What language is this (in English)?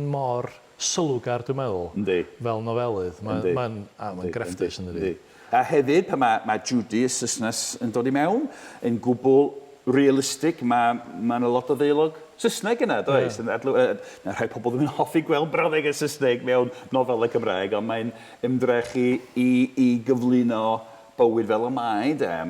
Welsh